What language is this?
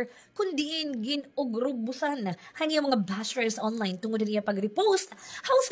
Waray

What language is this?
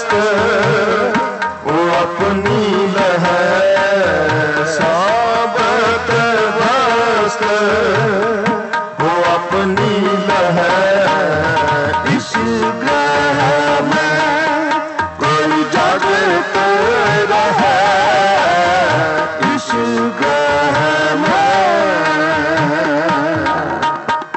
Punjabi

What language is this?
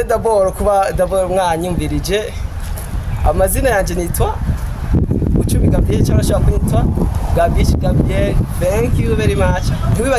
Rundi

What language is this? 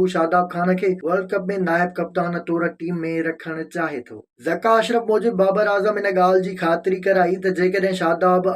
Sindhi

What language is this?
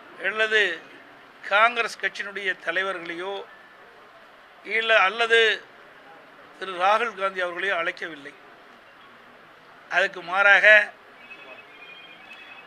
Tamil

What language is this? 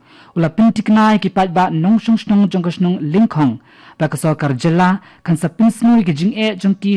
Khasi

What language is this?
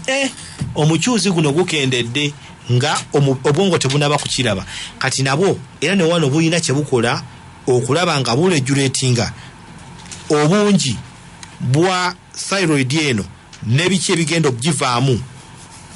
Ganda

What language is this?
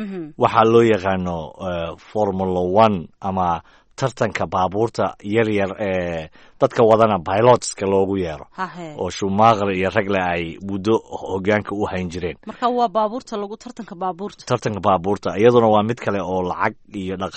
Somali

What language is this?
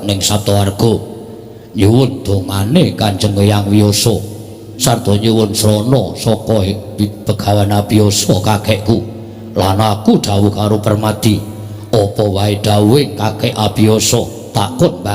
Javanese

